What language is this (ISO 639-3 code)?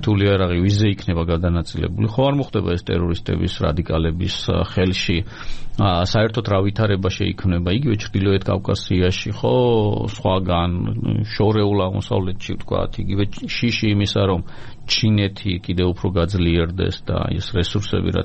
kat